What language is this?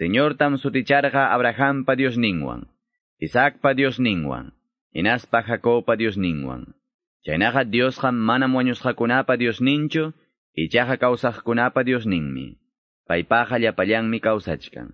Quechua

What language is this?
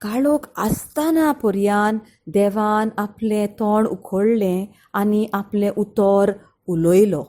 Konkani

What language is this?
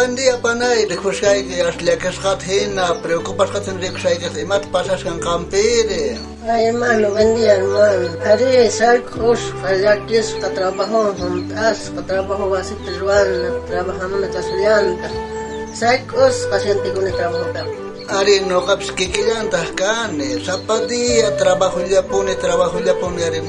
South Bolivian Quechua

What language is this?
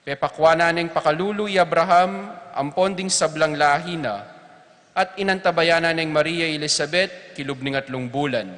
Pampanga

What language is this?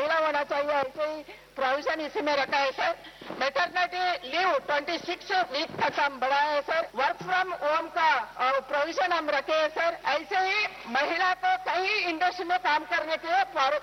Hindi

